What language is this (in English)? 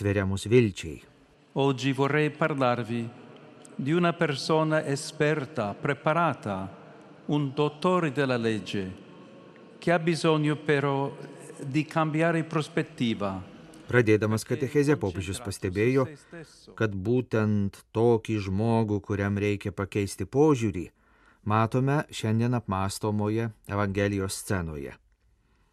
Lithuanian